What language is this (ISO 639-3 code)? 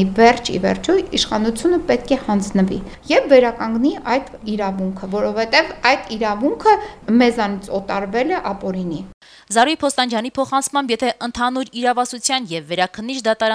hye